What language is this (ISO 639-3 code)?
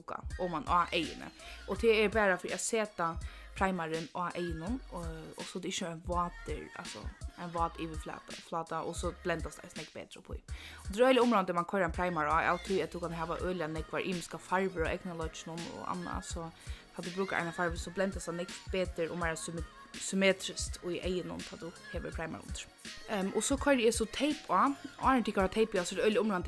fao